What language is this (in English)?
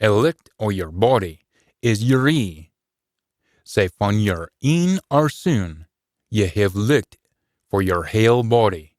Scots